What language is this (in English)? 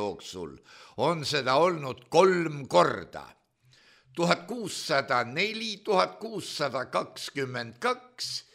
Estonian